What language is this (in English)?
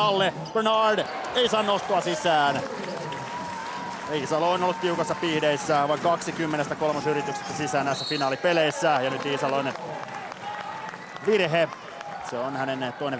Finnish